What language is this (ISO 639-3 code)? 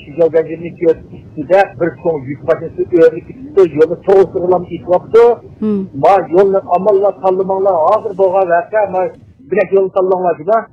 uig